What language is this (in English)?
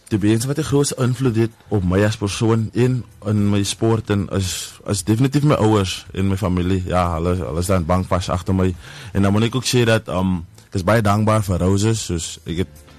Afrikaans